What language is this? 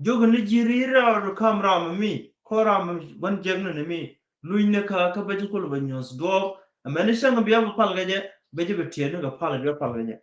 Nuer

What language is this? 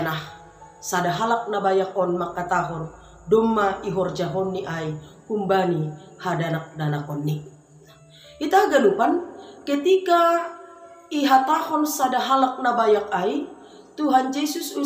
Batak Simalungun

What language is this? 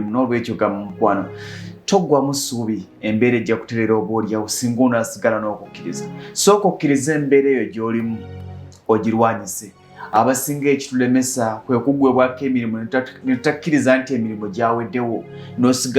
Ganda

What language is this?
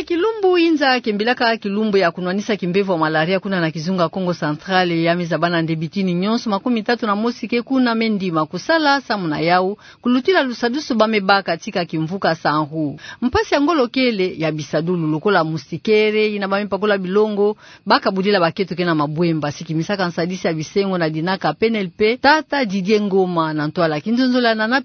Kituba (Democratic Republic of Congo)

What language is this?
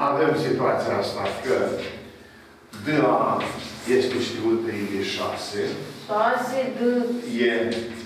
Romanian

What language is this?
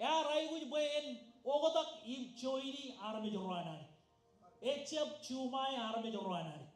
Marshallese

